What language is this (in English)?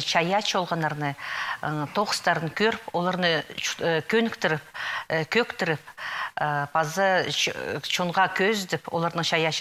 Khakas